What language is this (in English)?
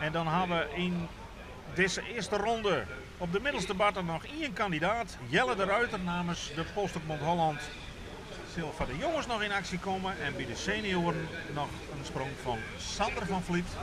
Western Frisian